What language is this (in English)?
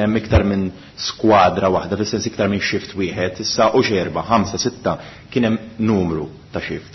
Maltese